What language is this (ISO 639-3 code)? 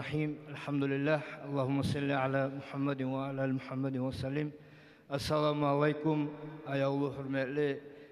kum